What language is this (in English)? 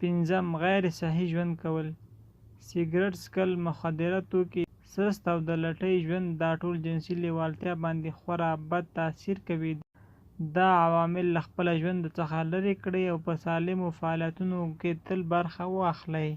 Pashto